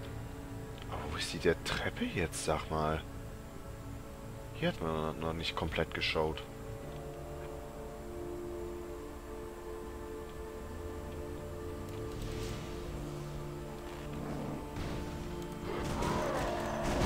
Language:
German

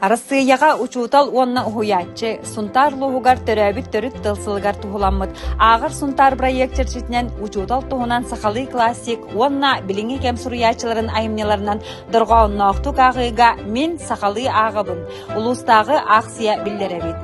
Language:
Yakut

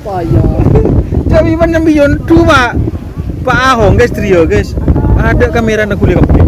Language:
Madurese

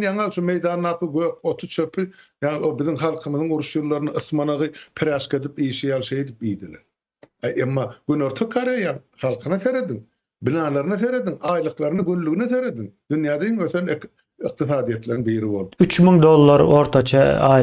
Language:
Turkmen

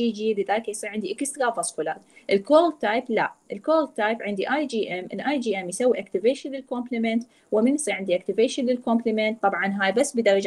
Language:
Mesopotamian Arabic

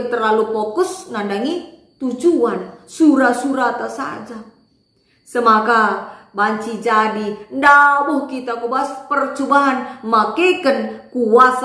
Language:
Batak Karo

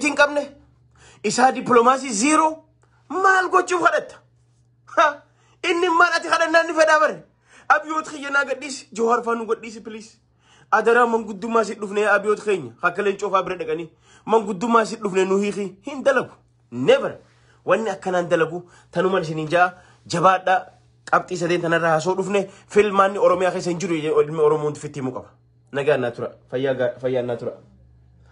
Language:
Oromo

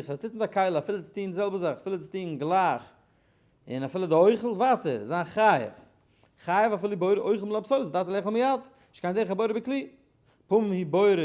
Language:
Yiddish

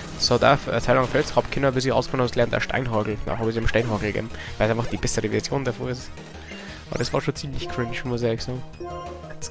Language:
Bavarian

